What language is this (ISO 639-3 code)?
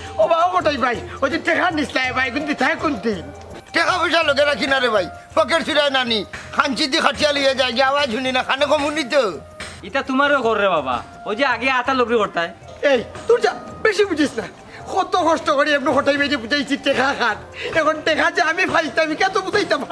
syl